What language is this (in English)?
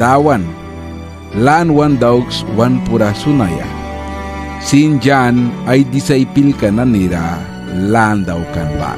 Mískito